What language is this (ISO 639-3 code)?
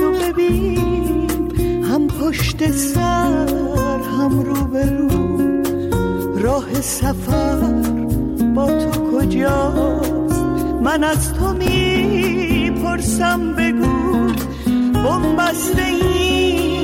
fas